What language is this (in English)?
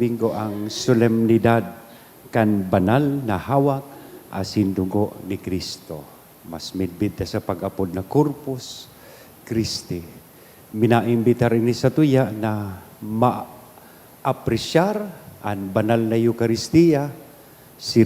Bikol